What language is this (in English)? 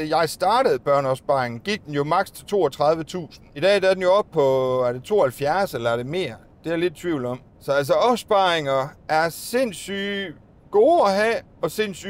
Danish